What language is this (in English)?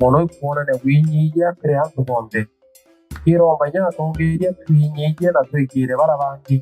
Meru